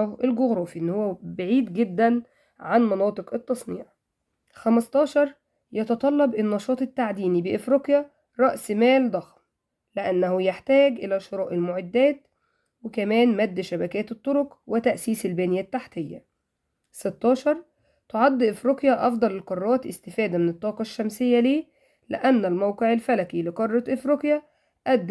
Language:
Egyptian Arabic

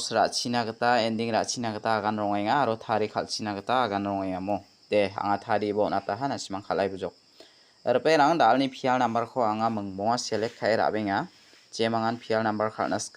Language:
Garo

